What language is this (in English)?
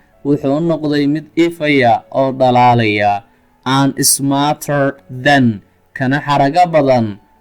Somali